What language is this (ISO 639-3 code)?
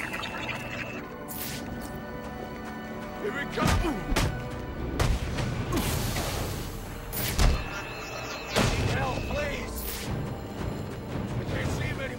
eng